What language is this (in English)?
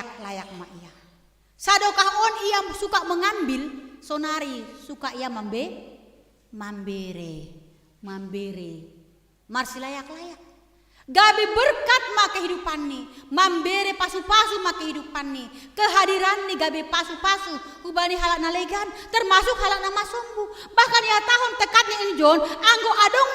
Batak Simalungun